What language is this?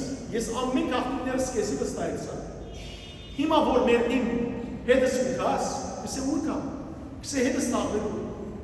Western Armenian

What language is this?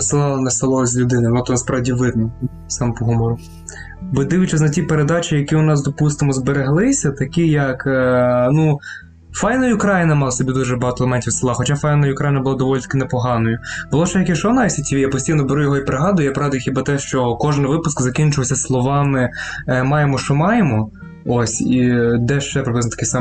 Ukrainian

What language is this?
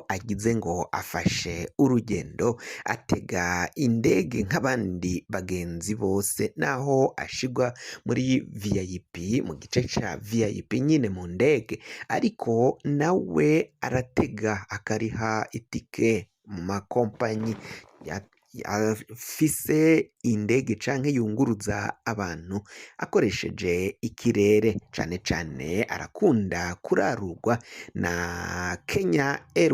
Rundi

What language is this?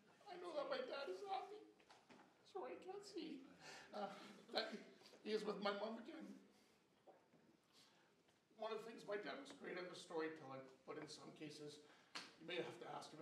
English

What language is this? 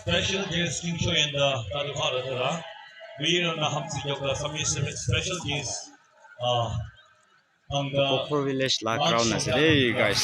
Naga Pidgin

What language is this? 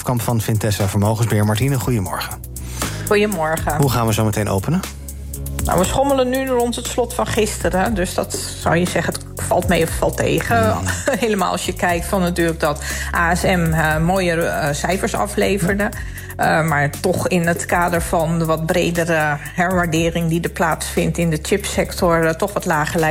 Dutch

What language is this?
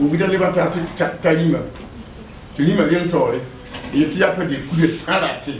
Mossi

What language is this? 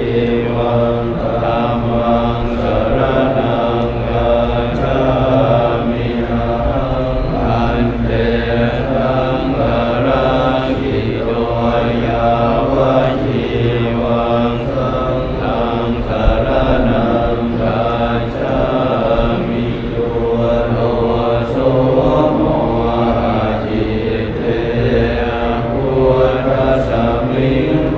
Pali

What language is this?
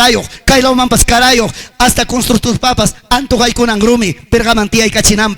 Ayacucho Quechua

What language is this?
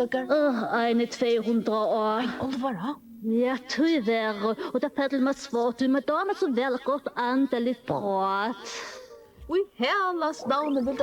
Faroese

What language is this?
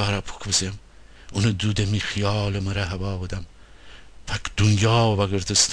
Gilaki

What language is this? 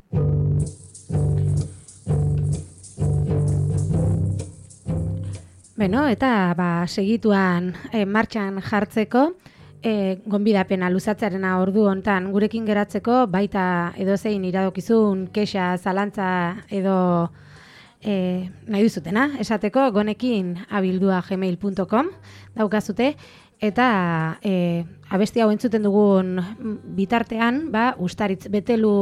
Basque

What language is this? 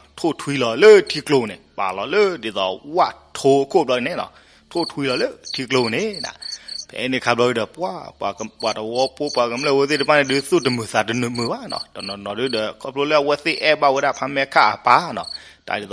S'gaw Karen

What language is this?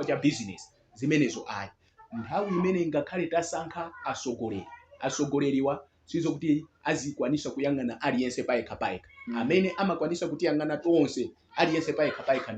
Nyanja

